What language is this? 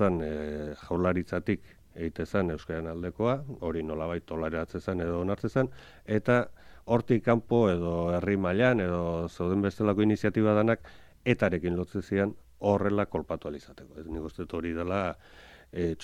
Basque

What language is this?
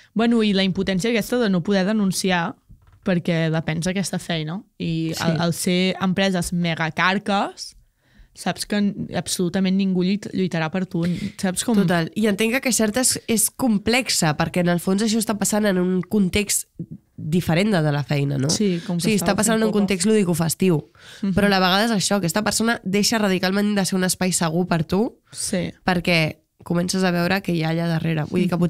Catalan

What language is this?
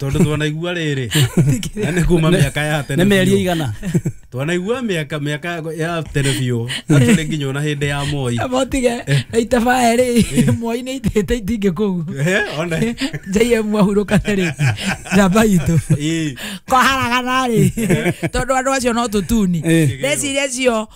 Kikuyu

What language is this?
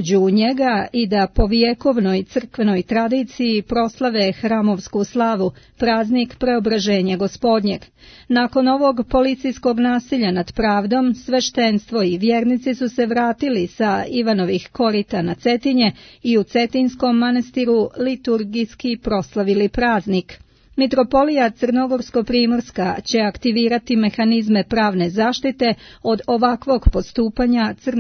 Serbian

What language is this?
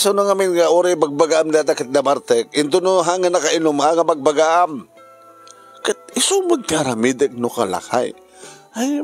Iloko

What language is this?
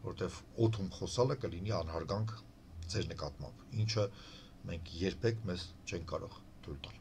Armenian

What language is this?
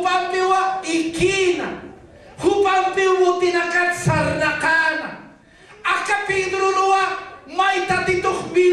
Aymara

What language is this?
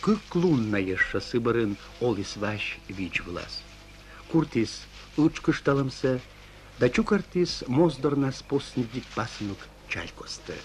Komi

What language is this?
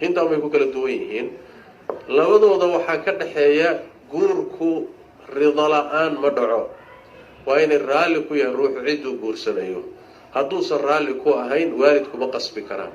Somali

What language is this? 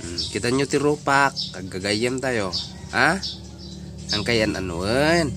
Iloko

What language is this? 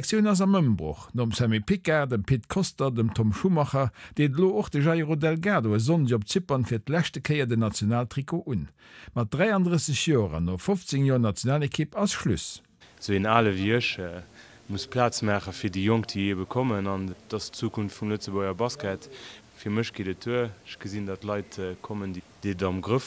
Luxembourgish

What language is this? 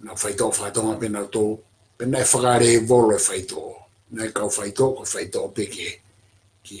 Tongan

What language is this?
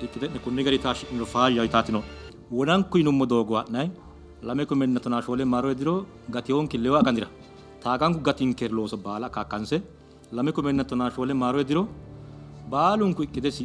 Sidamo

